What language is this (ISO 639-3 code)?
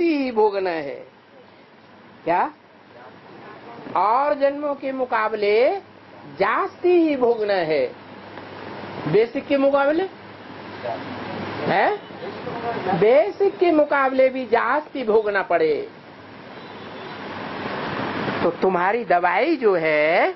hin